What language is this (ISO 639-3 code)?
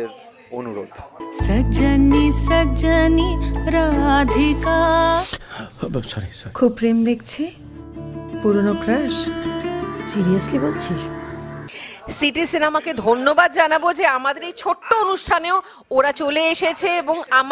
ben